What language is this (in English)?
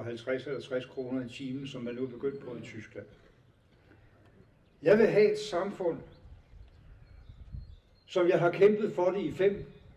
Danish